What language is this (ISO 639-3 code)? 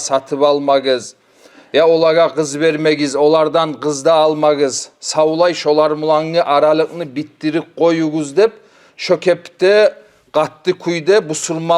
kum